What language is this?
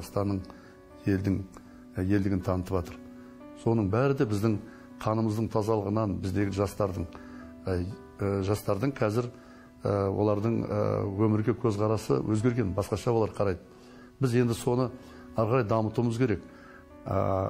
Kazakh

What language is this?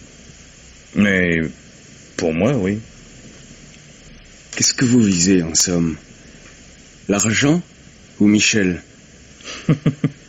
French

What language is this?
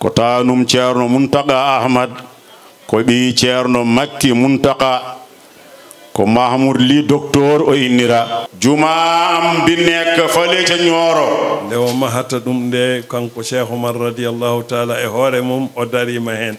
Fula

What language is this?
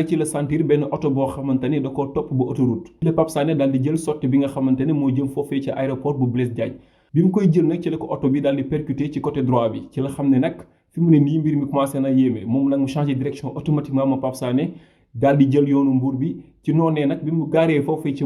Wolof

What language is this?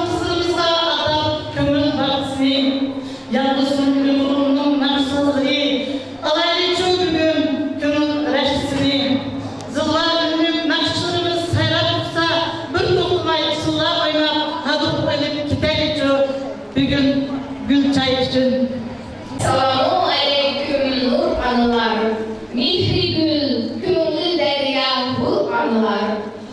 Uyghur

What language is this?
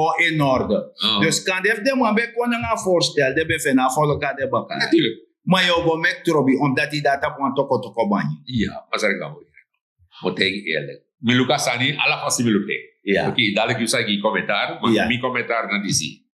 Sranan Tongo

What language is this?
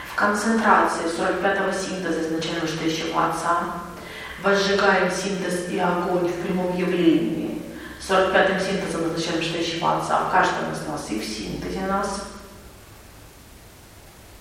Russian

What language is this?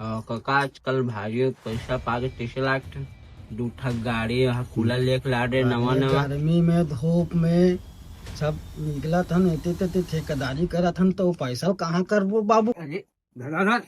Chhattisgarhi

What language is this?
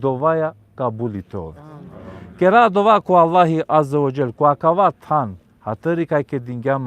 Balkan Romani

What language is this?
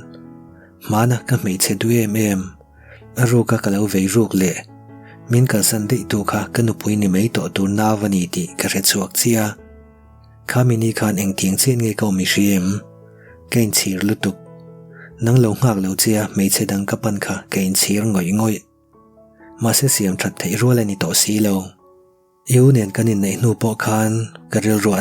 Mizo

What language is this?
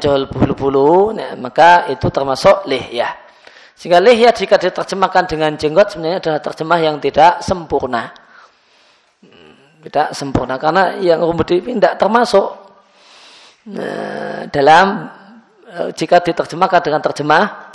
Indonesian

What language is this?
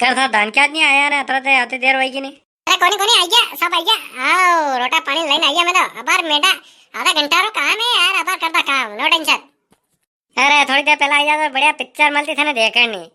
Rajasthani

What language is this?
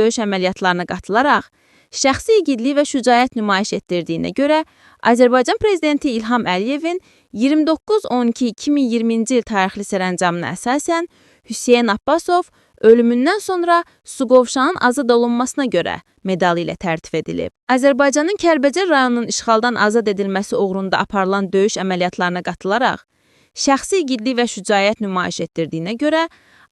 Azerbaijani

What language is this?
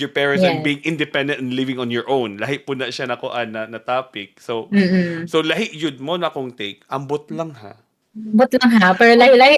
Cebuano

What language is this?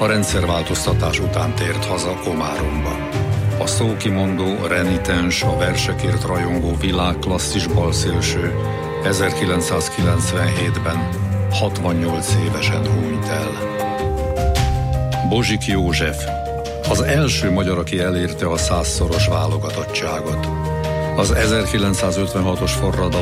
Hungarian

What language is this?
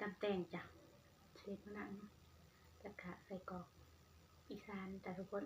Northeastern Thai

